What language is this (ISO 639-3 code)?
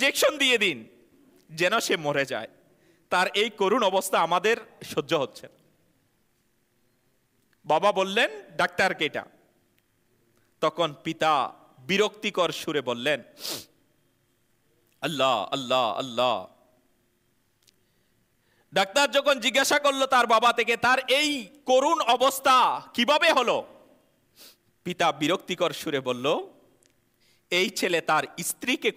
ben